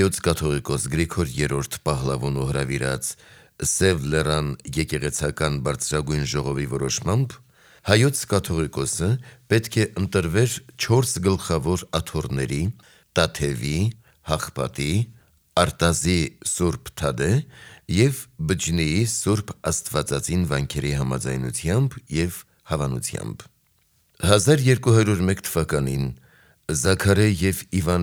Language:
Armenian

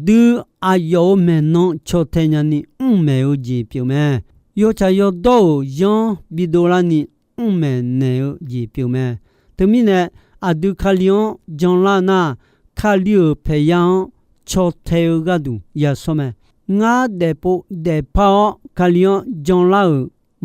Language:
Akha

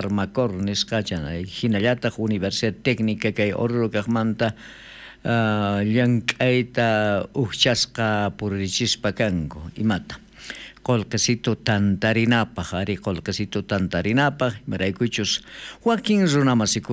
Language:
South Bolivian Quechua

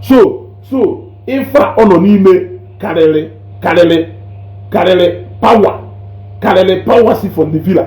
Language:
Igbo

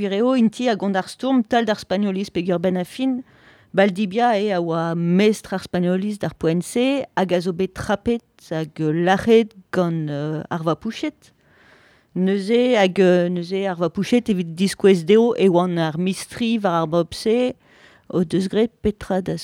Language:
Breton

